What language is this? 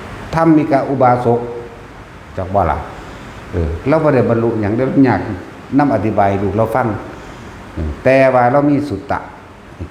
Northeastern Thai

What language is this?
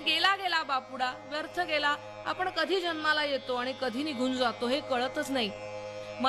Marathi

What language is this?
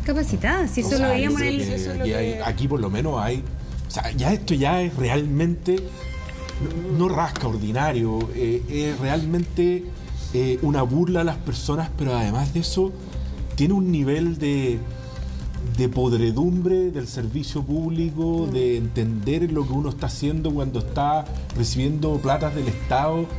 Spanish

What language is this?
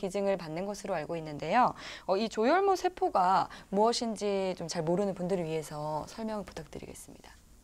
Korean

